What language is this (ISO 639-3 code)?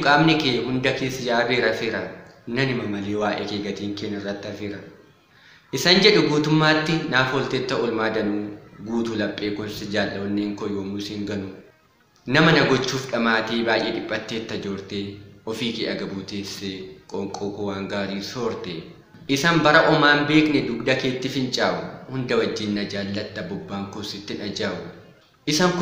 orm